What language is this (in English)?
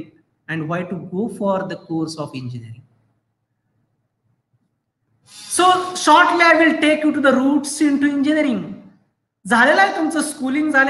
Marathi